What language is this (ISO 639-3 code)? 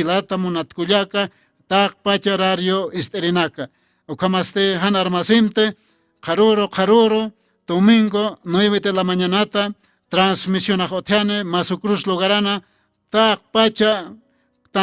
aym